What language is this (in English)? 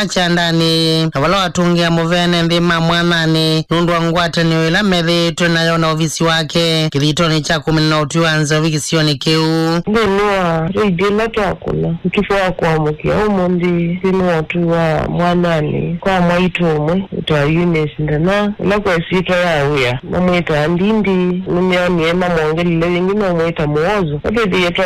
Kamba